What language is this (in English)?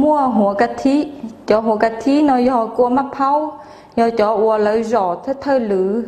Hmong